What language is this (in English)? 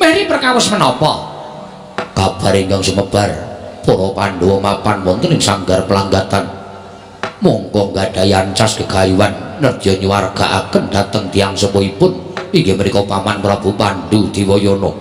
Javanese